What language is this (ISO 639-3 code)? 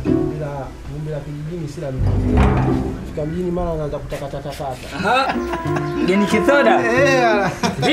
swa